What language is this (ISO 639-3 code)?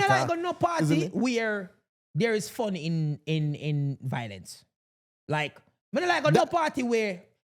jam